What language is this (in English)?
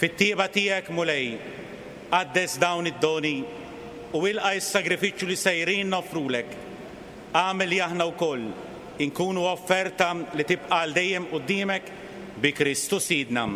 Maltese